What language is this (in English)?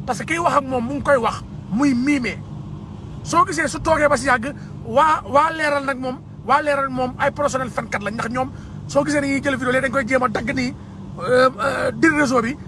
Wolof